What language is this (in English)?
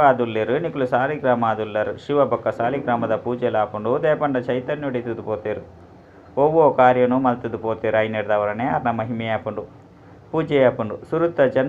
Tulu